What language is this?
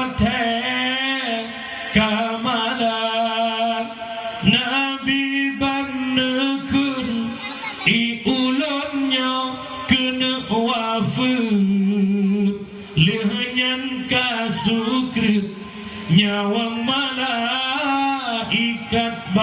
Achinese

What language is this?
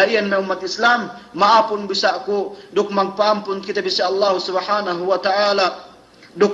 Yakan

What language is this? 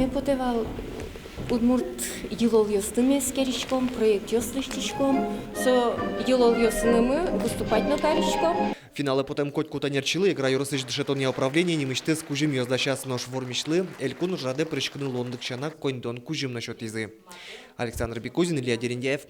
Udmurt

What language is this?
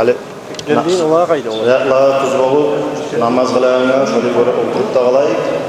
Kumyk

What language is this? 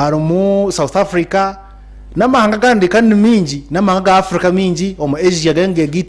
Nyankole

